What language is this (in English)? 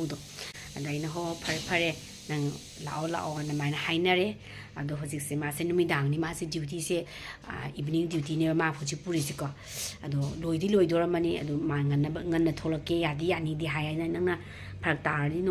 Manipuri